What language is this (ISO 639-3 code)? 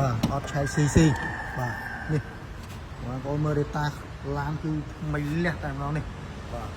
khm